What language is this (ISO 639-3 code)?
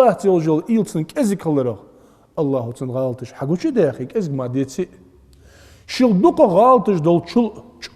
inh